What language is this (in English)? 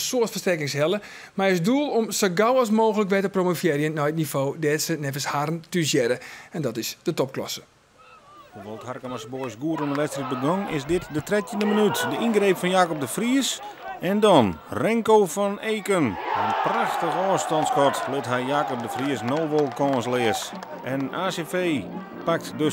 Western Frisian